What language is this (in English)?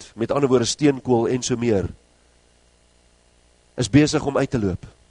Afrikaans